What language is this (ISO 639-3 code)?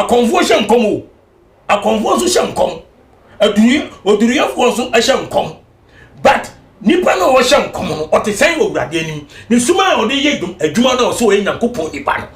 aka